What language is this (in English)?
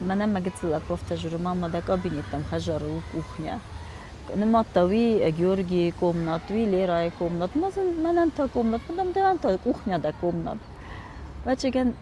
Ossetic